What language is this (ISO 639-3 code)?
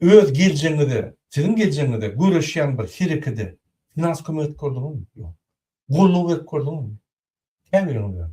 tuk